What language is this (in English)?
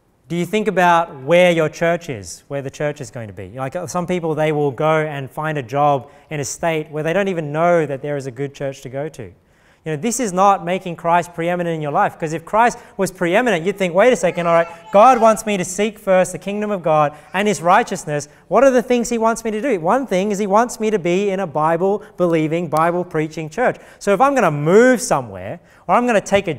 English